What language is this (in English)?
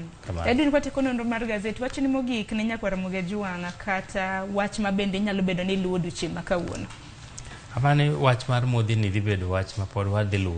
Luo (Kenya and Tanzania)